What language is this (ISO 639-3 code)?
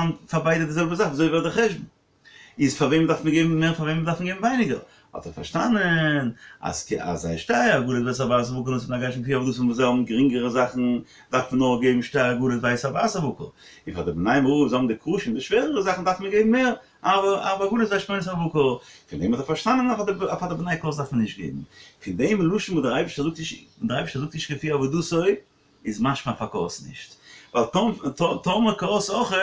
yid